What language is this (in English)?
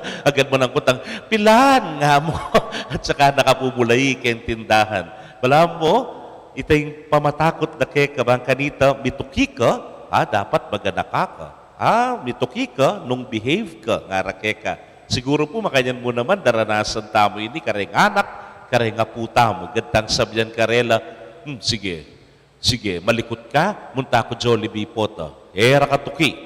Pampanga